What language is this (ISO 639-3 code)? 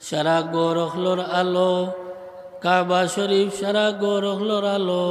syl